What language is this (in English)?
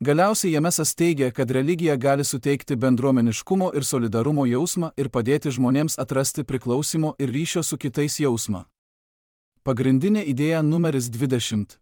Lithuanian